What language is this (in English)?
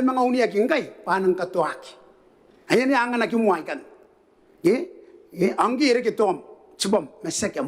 Gilbertese